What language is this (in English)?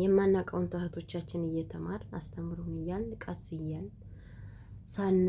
Amharic